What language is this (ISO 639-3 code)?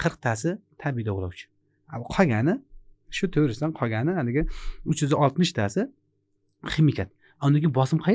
uzb